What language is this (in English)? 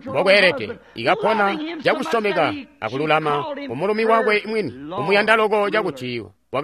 Tonga (Zambia)